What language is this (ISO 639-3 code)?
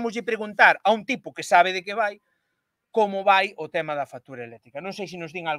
glg